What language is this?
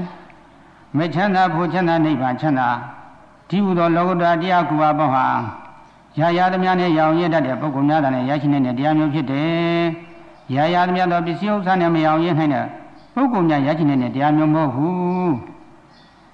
Burmese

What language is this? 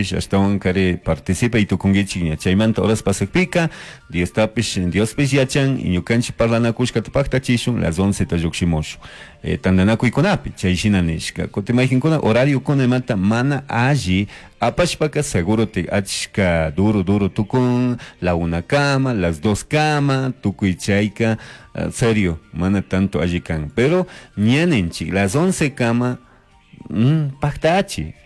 Chimborazo Highland Quichua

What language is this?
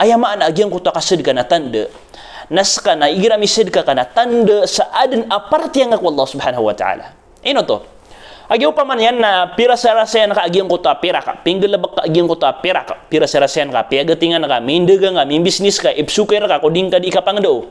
Maranao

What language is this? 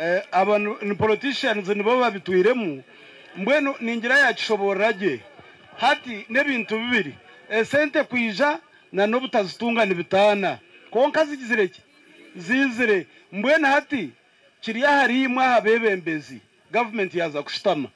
Nyankole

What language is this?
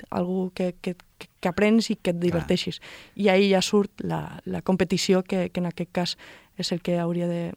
Catalan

